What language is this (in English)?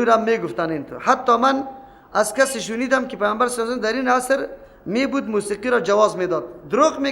Persian